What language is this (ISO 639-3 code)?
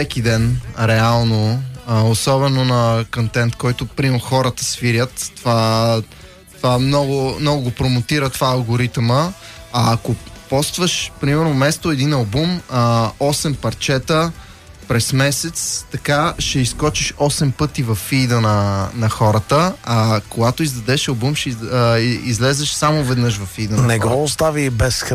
bul